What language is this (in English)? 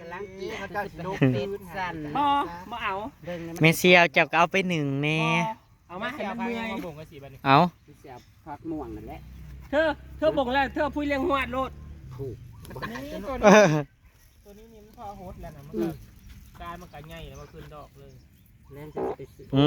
Northeastern Thai